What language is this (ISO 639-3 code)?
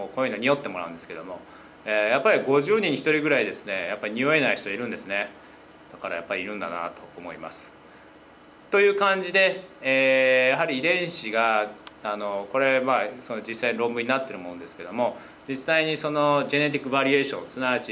jpn